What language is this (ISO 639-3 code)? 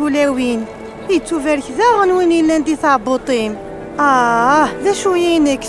kab